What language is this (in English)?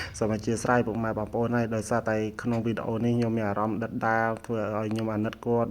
Khmer